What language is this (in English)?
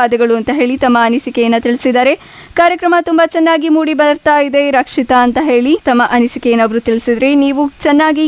Kannada